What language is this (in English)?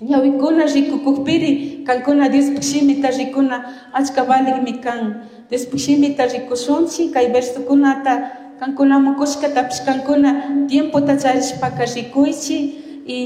Chimborazo Highland Quichua